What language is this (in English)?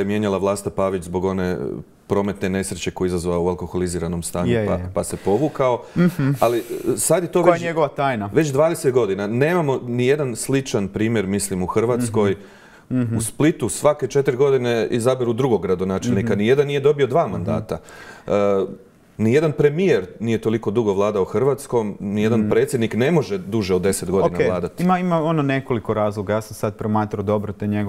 Croatian